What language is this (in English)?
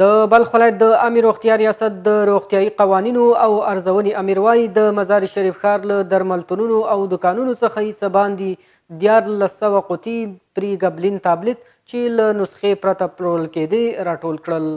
Pashto